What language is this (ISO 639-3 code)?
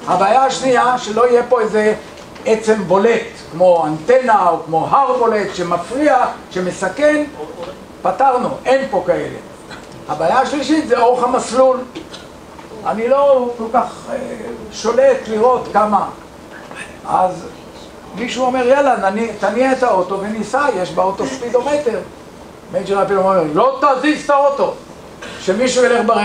heb